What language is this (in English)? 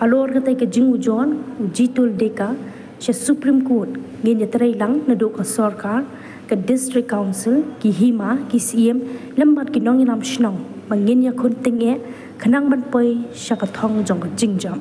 Khasi